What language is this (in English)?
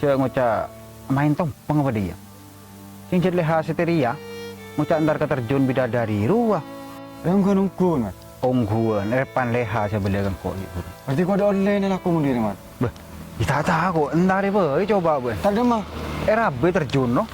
Madurese